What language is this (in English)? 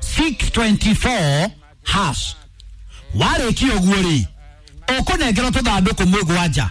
Kikuyu